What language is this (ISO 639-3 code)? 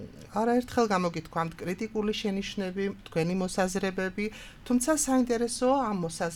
kat